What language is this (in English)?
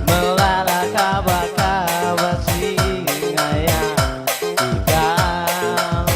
Batak Karo